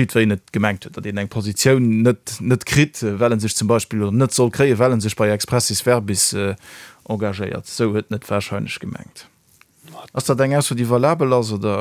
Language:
Luxembourgish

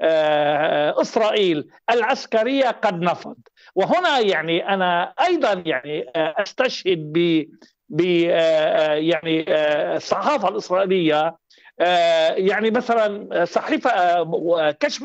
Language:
Arabic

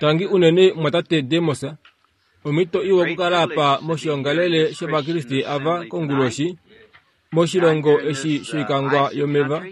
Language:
Kuanyama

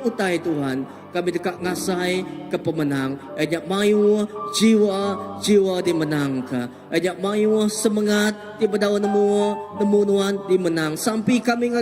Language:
Iban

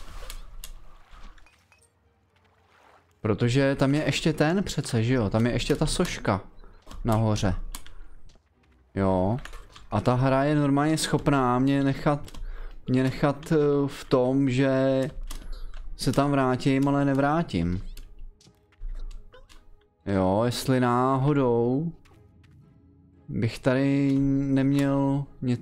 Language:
Czech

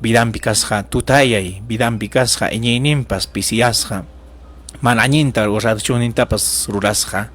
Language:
Ayacucho Quechua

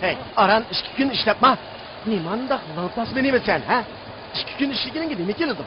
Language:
Uyghur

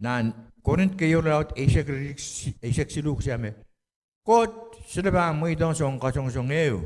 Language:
Pohnpeian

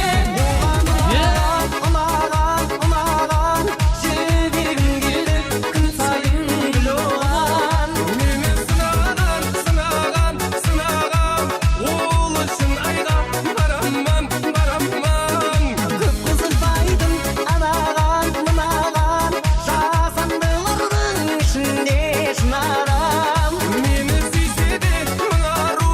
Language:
Kara-Kalpak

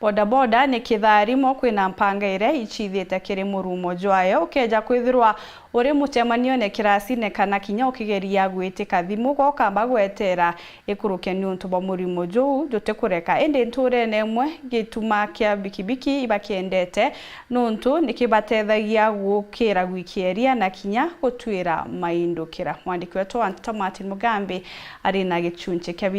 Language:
Meru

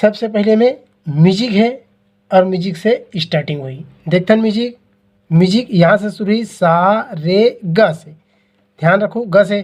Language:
Chhattisgarhi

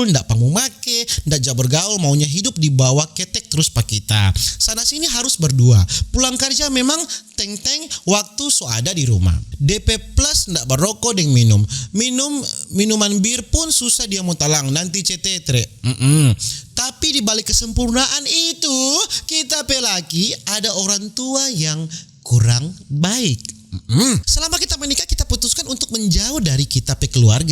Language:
Manado Malay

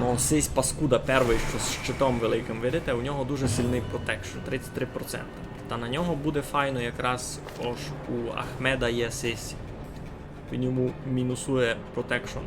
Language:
Rusyn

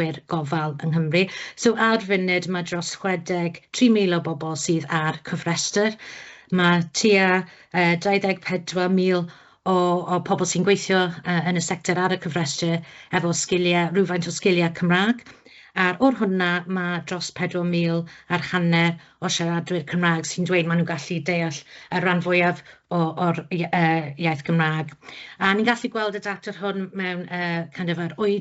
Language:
Welsh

